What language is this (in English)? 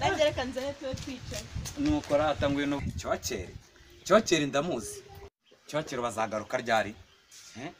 Kinyarwanda